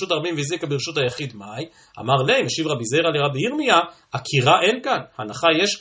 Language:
Hebrew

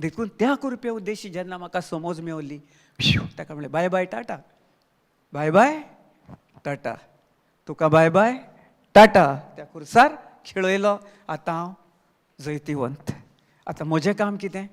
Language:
Konkani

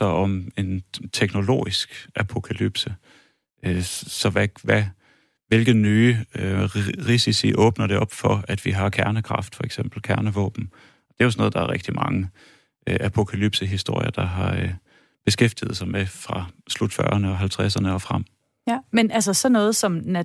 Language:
Danish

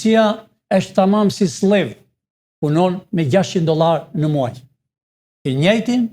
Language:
Albanian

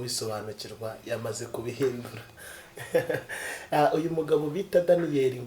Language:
Kinyarwanda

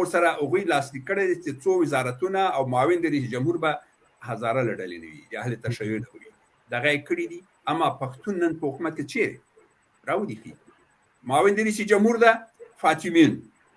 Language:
Pashto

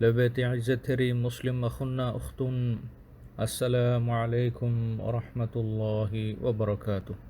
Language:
Divehi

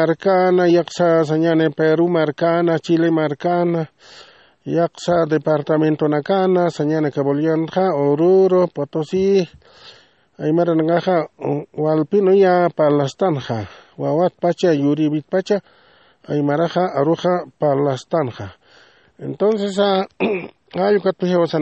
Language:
Aymara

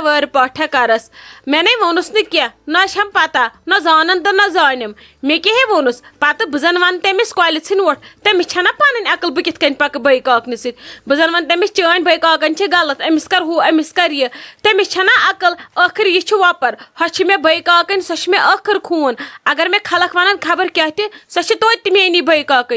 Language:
Kashmiri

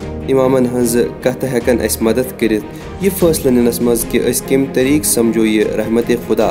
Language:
Kashmiri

